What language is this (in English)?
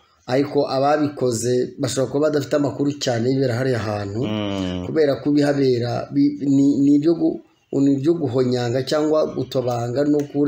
Kinyarwanda